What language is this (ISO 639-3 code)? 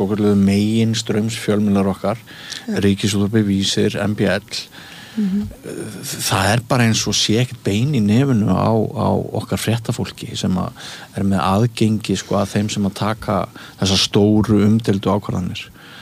isl